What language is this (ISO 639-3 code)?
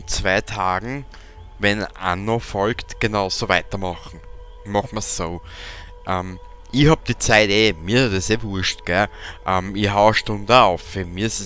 bar